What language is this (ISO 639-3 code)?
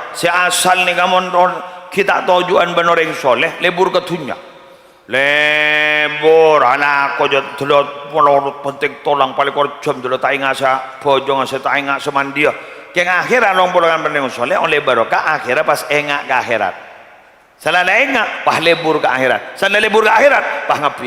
mad